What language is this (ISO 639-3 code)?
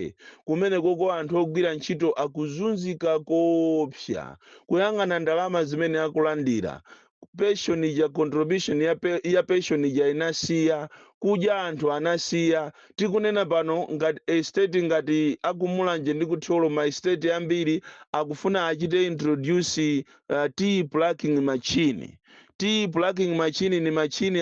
nya